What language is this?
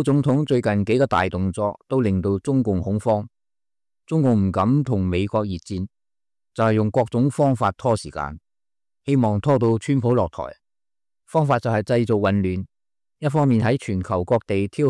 Cantonese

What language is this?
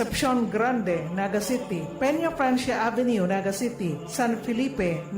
Bikol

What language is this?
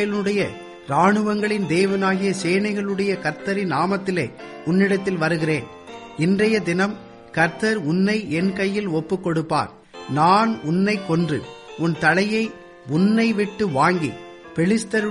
Tamil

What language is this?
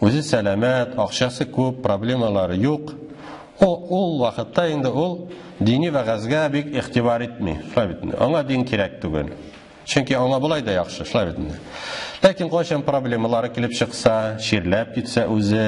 Tatar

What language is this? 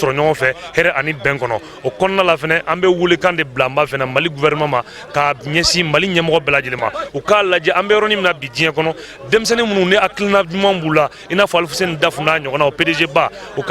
Bambara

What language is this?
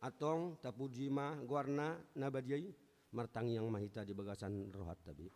Batak Toba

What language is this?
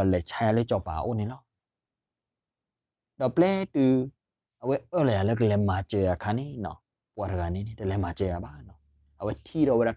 S'gaw Karen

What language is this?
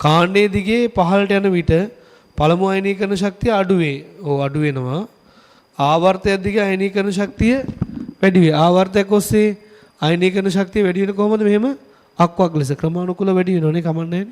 Sinhala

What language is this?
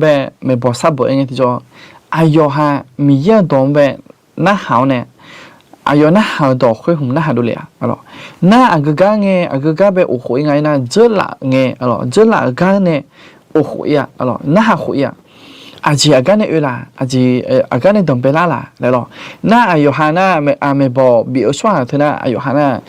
Akha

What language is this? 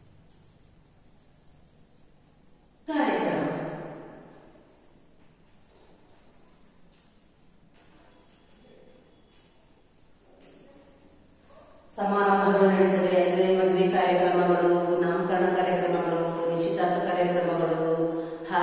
Kannada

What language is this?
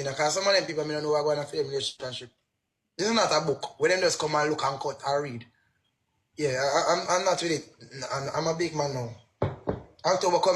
Jamaican Creole English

